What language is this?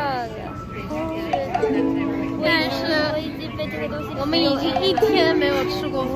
Chinese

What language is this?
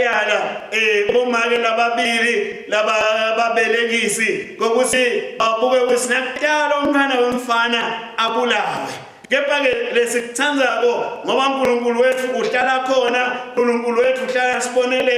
Swati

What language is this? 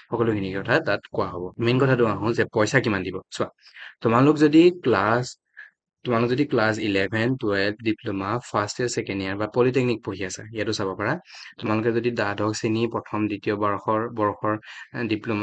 Assamese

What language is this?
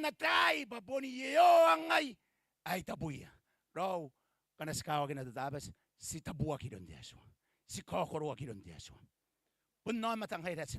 Gilbertese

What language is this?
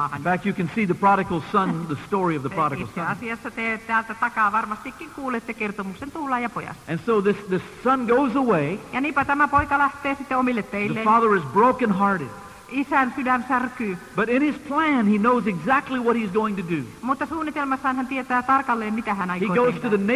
Finnish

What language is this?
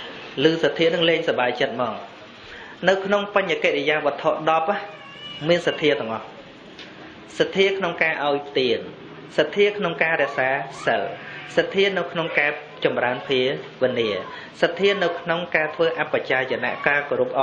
Khmer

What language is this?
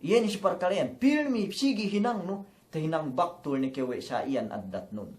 Yakan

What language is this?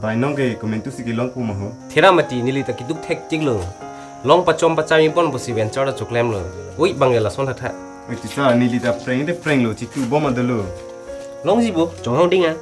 Karbi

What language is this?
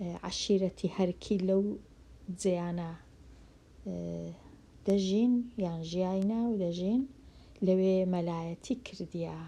Central Kurdish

